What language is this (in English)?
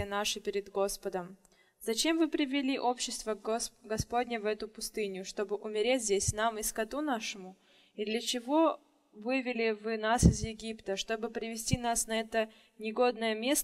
Russian